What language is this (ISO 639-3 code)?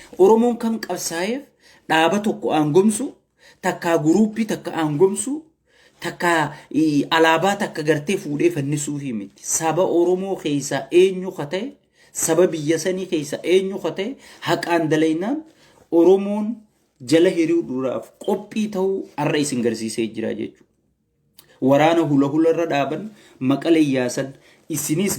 orm